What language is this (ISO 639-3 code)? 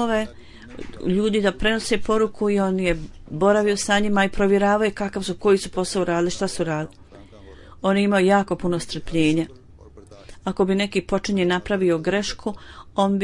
bos